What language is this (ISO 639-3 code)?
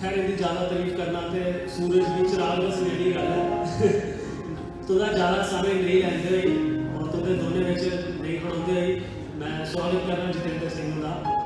doi